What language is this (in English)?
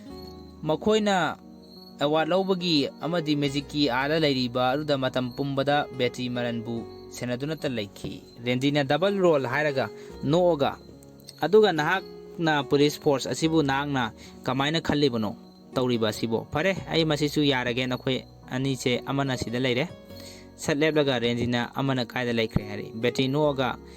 Manipuri